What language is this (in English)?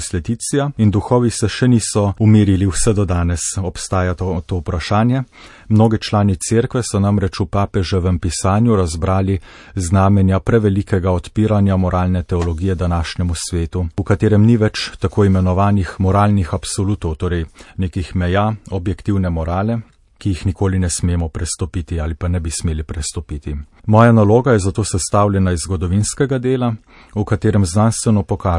Slovenian